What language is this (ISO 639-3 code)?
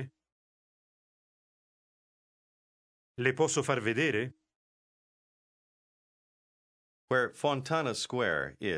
ita